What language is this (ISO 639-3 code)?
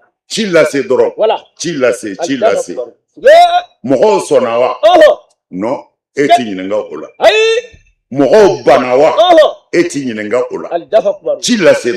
bam